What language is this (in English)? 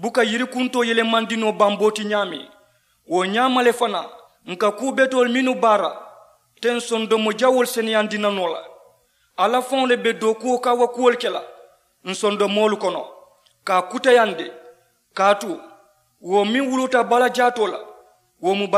Mandingo